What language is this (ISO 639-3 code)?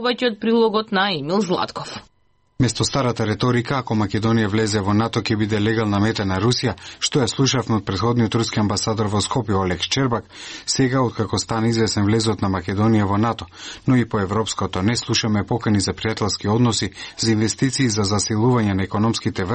mkd